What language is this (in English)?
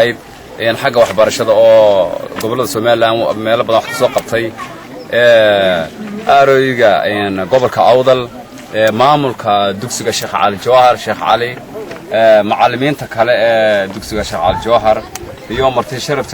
Somali